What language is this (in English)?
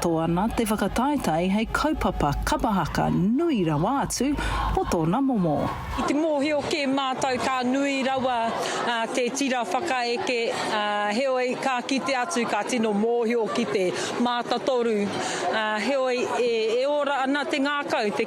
Māori